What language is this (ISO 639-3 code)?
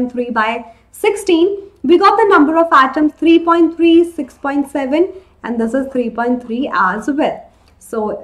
eng